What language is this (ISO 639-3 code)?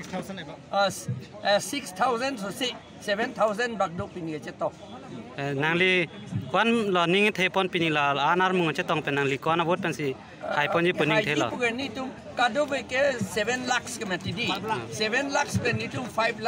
mjw